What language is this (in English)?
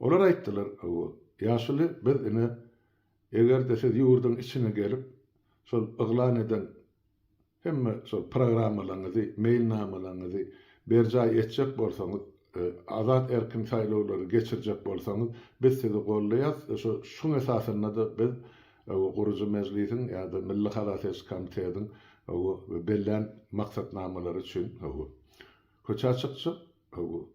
Turkmen